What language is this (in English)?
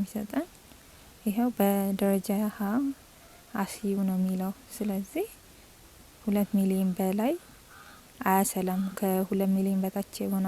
Amharic